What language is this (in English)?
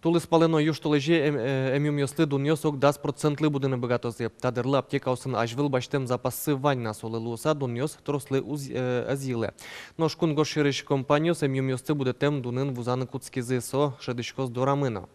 Udmurt